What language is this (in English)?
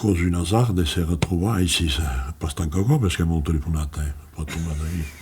Occitan